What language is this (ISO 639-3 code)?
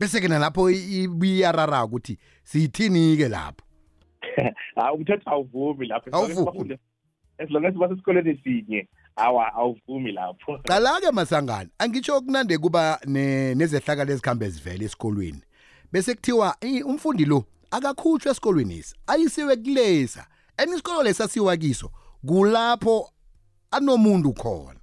nbl